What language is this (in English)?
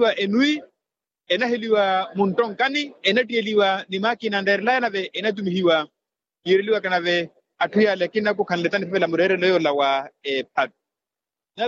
Makhuwa